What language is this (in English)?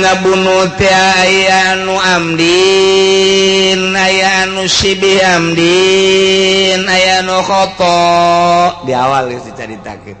Sundanese